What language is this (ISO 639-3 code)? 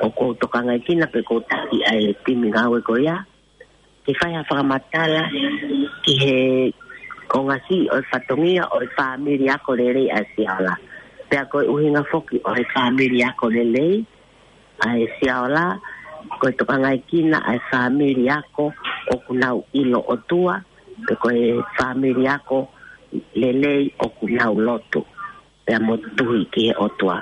ton